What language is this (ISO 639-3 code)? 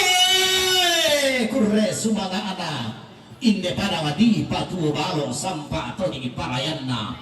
sda